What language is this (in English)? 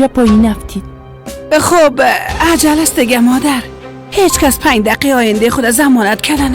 Persian